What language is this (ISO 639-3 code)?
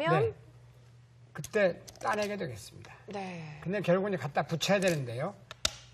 kor